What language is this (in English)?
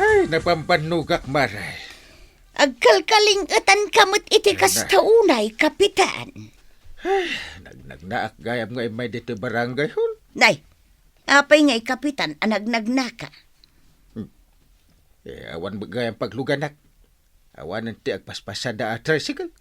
Iloko